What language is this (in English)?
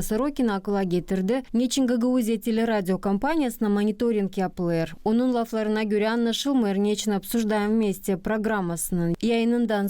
Gagauz